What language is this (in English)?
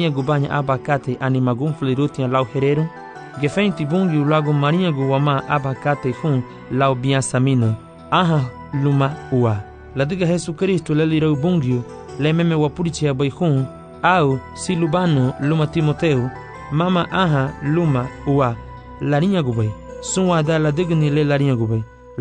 Garifuna